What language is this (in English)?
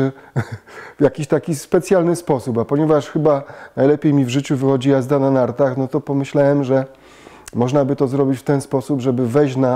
Polish